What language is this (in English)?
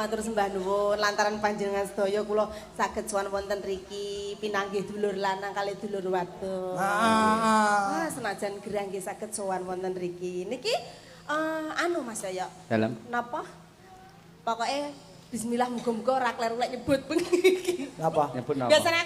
Javanese